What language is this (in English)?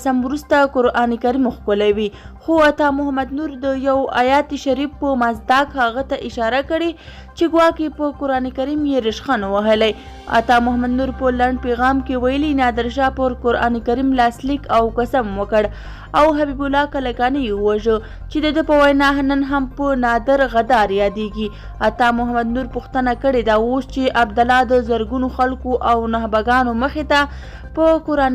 Pashto